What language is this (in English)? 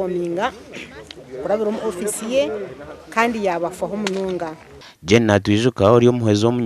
Nyankole